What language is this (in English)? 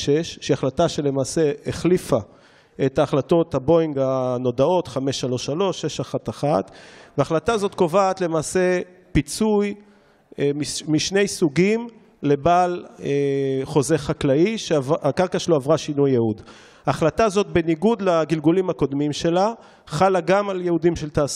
Hebrew